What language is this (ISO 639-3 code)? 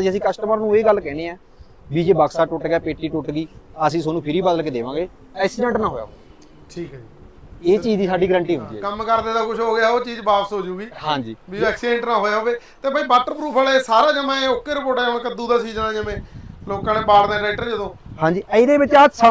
pan